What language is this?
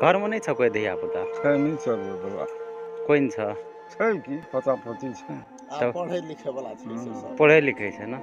Maithili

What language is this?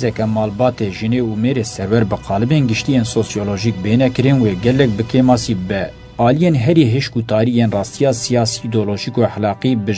Kurdish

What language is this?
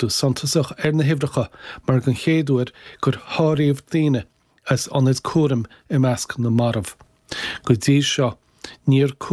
Irish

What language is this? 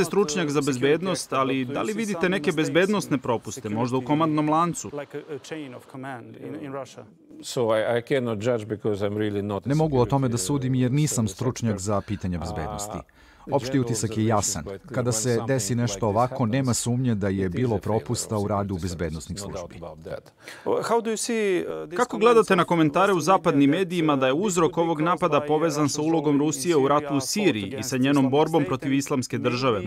Serbian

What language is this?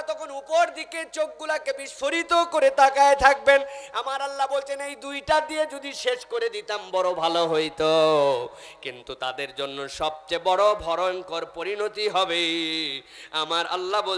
Bangla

